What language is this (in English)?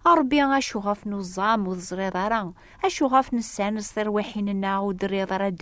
Kabyle